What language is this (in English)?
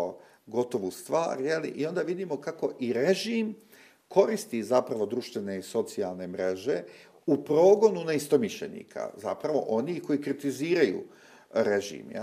Bosnian